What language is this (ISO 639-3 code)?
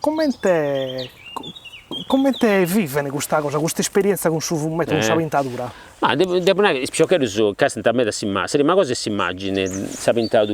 srd